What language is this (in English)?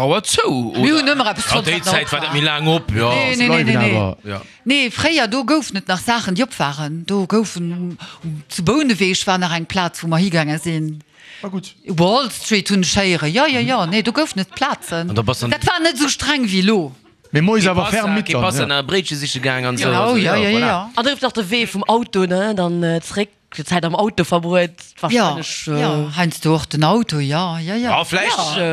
Luxembourgish